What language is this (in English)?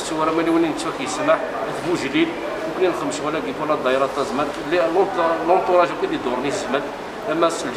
Kabyle